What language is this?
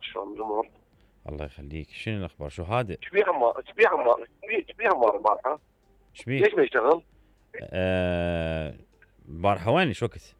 Mesopotamian Arabic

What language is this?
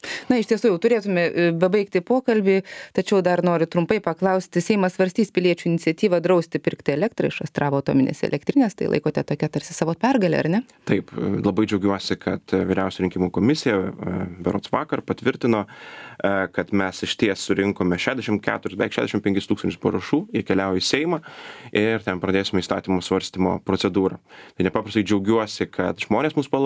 Lithuanian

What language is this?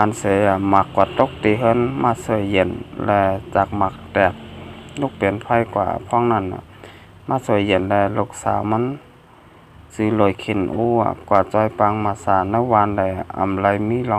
Shan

